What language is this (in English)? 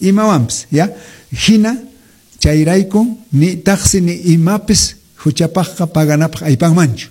Quechua